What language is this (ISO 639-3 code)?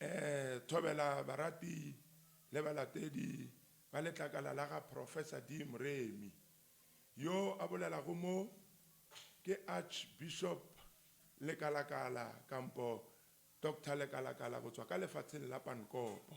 nso